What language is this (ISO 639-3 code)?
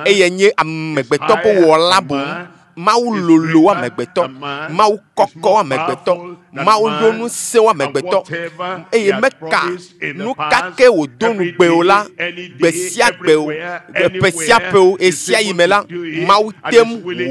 ewe